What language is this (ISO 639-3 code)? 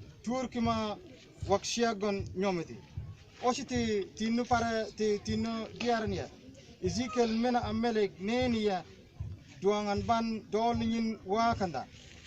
mfz